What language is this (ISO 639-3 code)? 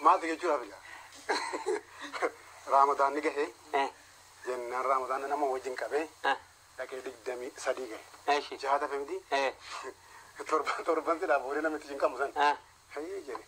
orm